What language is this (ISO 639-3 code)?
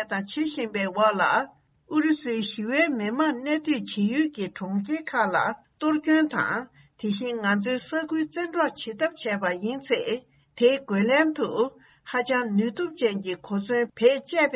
bod